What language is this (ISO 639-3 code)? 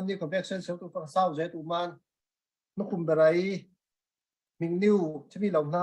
cfm